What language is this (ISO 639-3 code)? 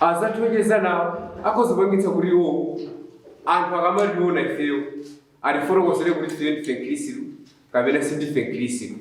nya